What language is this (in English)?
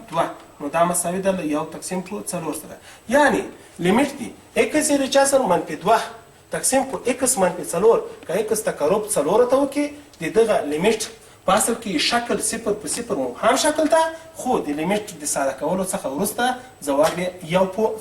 Pashto